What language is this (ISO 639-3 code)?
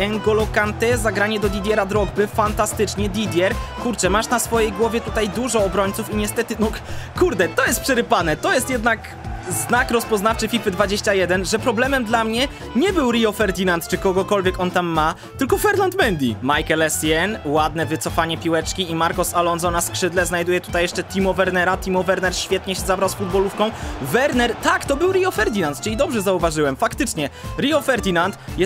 pol